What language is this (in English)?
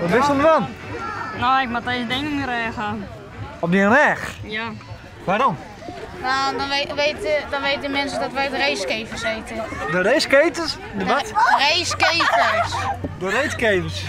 Western Frisian